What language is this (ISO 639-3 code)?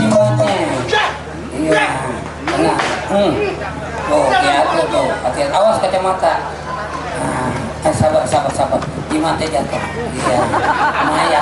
bew